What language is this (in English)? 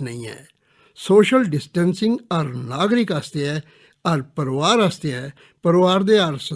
Dogri